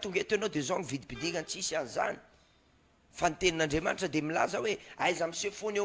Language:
Malagasy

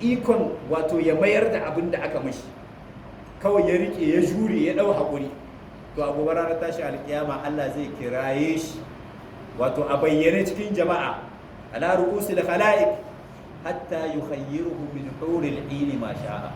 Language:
Hausa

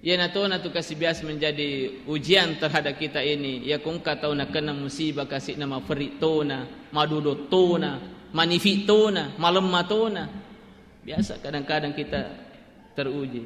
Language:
Buginese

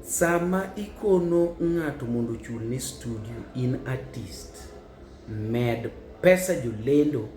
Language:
Luo (Kenya and Tanzania)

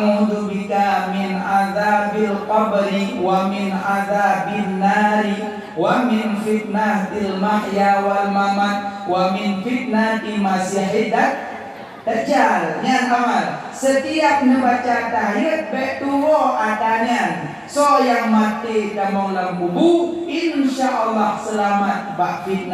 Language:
Achinese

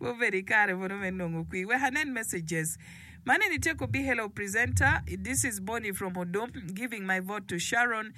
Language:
Acoli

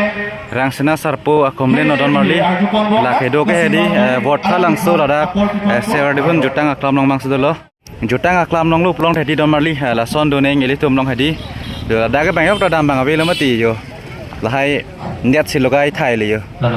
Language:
Karbi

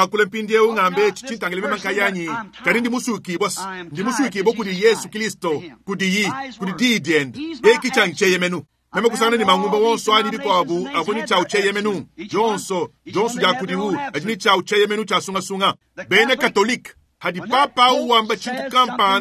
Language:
Luba-Lulua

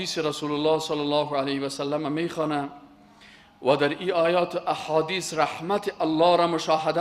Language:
Persian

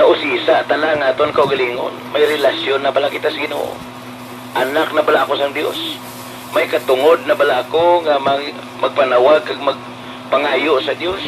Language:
Hiligaynon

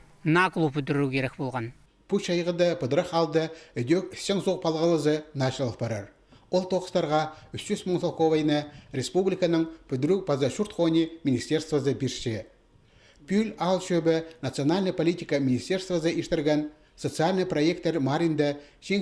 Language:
Khakas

